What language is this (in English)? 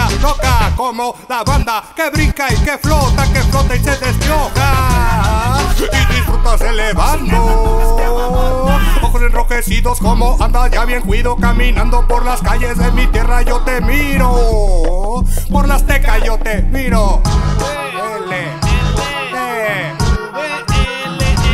Spanish